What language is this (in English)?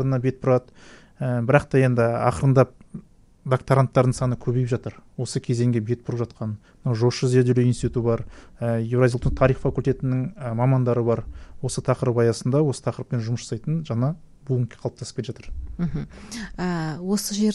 Kazakh